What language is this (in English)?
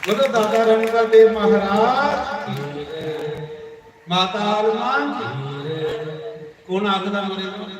Dogri